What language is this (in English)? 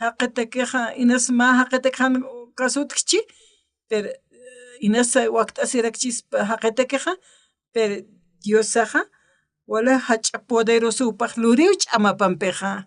Aymara